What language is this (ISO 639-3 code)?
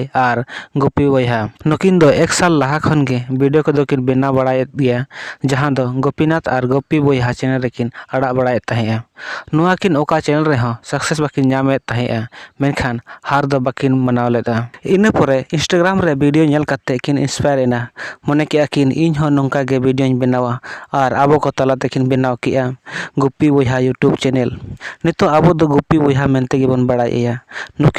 sat